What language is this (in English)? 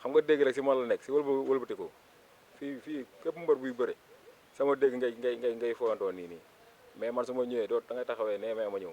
Wolof